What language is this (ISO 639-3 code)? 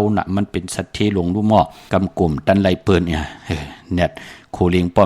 shn